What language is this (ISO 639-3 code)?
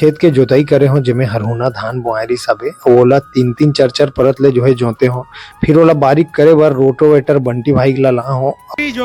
hne